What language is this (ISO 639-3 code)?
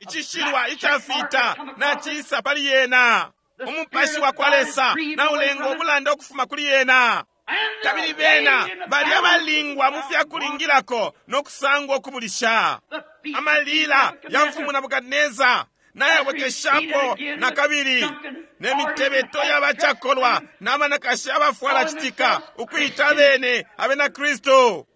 bem